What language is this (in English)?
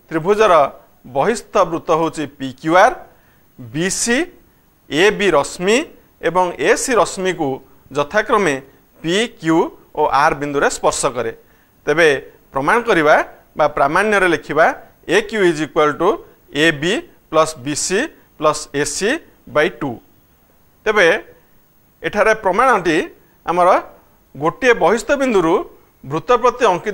Odia